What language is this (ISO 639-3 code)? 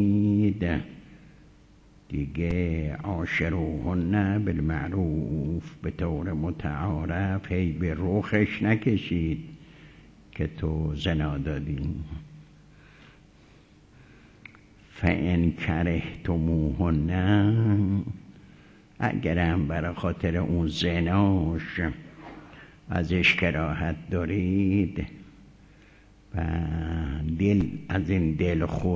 fas